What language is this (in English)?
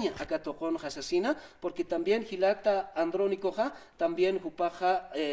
Aymara